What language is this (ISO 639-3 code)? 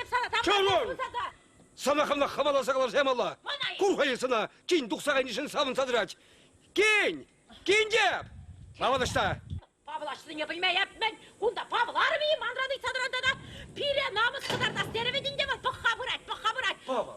chv